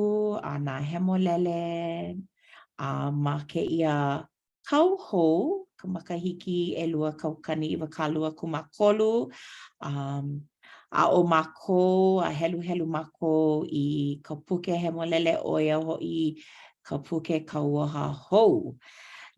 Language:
Hawaiian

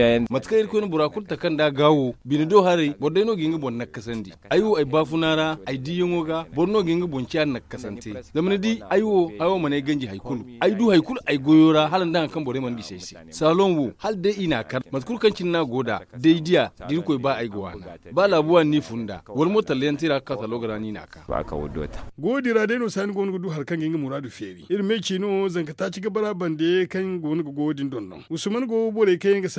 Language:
Zarma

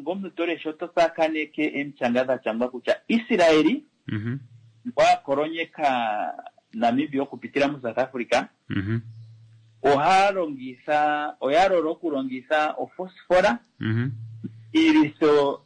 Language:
Kuanyama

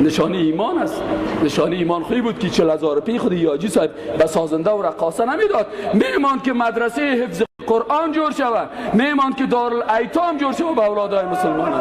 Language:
Persian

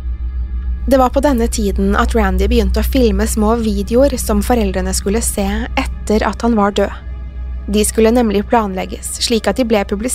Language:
Norwegian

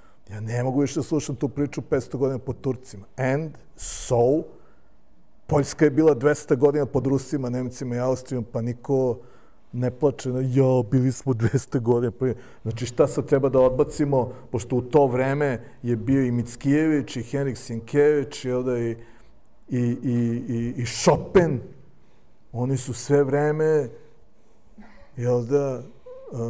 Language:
Serbian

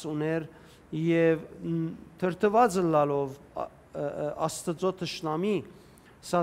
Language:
Western Armenian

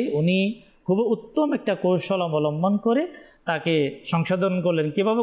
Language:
Bangla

